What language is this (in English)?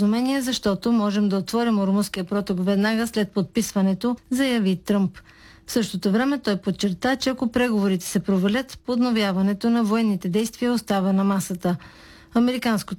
Bulgarian